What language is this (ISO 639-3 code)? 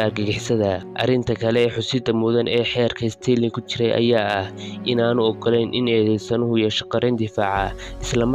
som